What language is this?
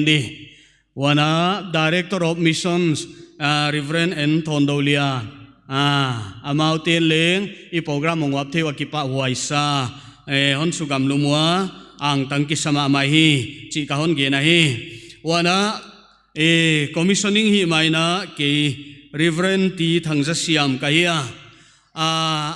Paite Chin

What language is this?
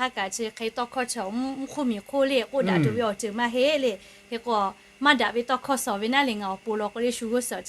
Lahu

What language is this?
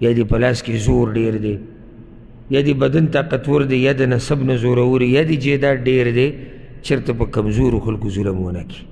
Pashto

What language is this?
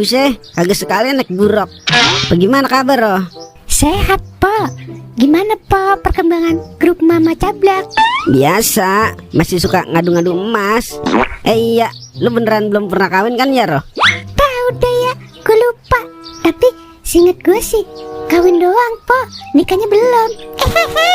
Betawi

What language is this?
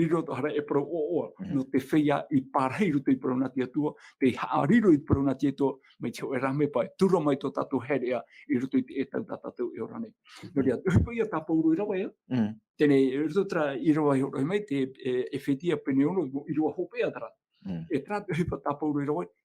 Tahitian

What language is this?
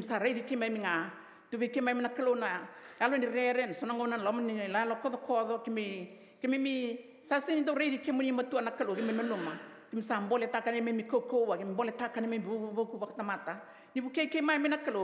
Fijian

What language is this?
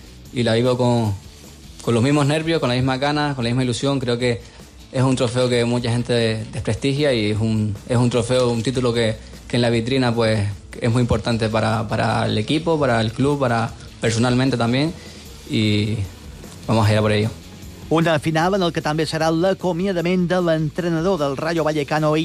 Catalan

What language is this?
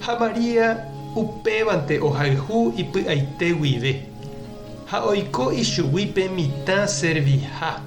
Guarani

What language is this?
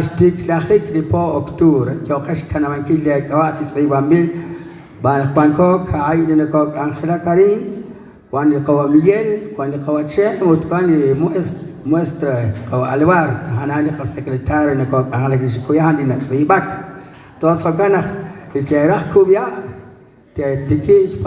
Kekchí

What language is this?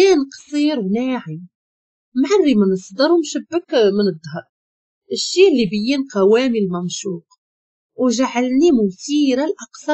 Moroccan Arabic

